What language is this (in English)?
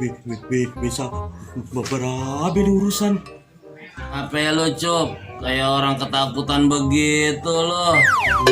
Betawi